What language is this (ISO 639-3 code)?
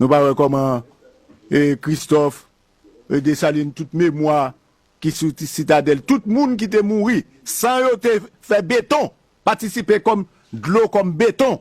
hat